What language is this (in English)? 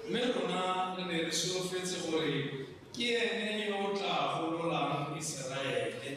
Tswana